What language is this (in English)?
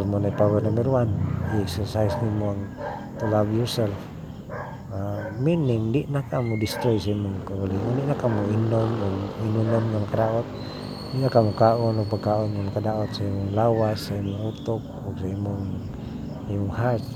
Cebuano